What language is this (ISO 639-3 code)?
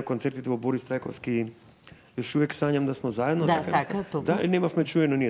mkd